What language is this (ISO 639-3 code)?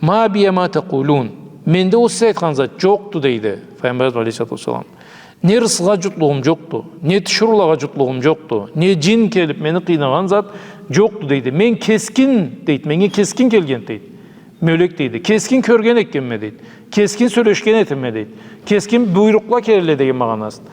krc